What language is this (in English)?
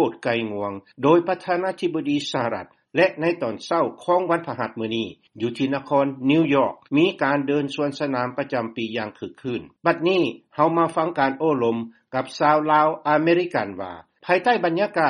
Lao